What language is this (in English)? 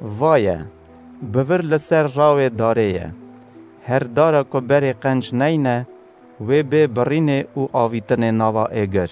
Kurdish